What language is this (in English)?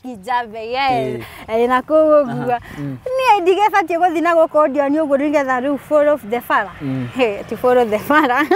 Kikuyu